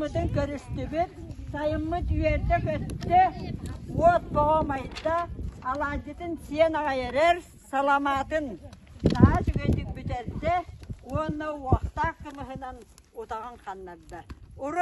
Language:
Yakut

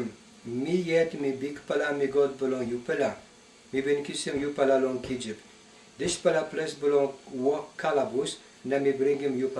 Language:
Tok Pisin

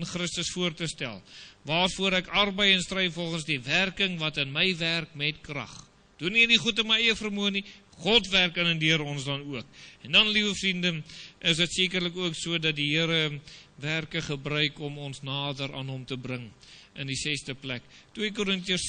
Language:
Afrikaans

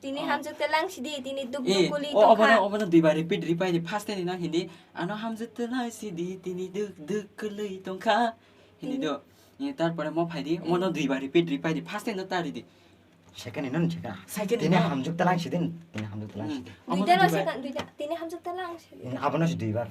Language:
Kok Borok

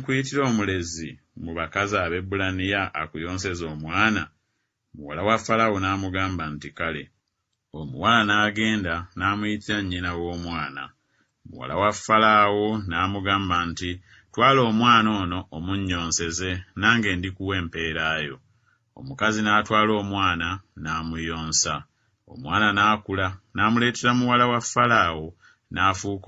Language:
Ganda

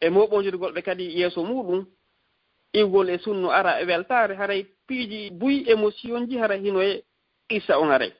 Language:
Fula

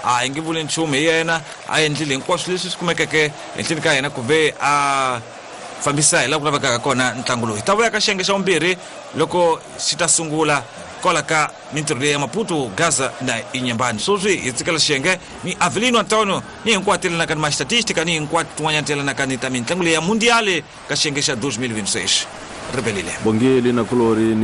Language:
Tsonga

